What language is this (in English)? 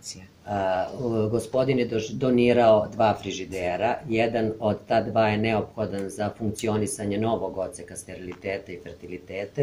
Serbian